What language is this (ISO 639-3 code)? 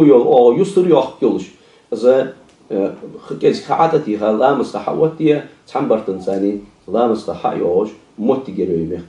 inh